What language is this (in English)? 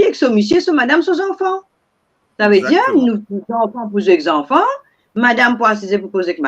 Morisyen